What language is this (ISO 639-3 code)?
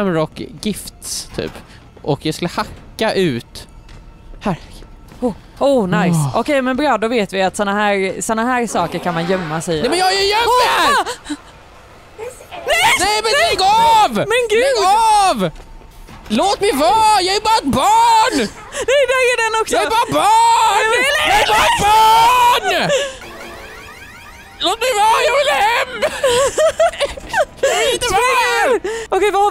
swe